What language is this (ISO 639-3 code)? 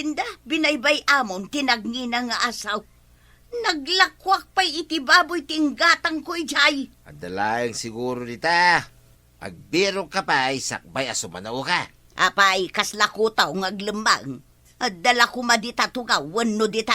ilo